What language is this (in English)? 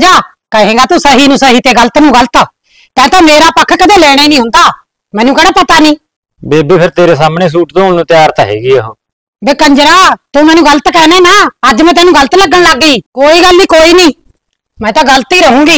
Punjabi